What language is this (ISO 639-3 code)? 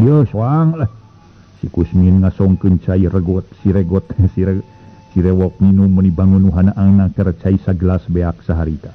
sun